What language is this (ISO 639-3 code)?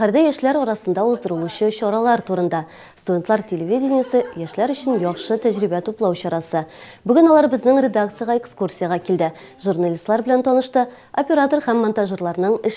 tat